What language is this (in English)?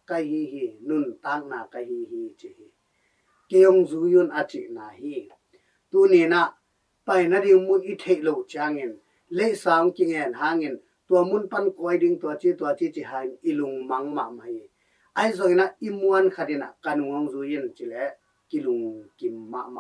Tedim Chin